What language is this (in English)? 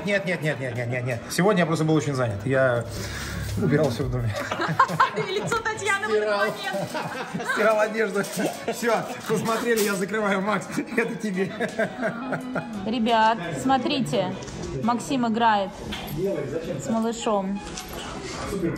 Russian